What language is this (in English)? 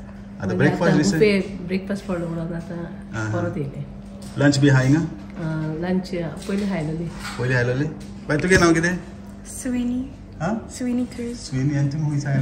Konkani